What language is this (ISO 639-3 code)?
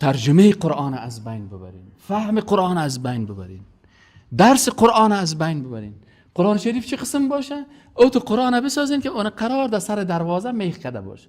fas